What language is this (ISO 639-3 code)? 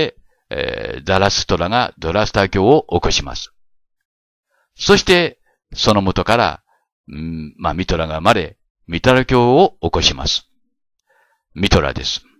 jpn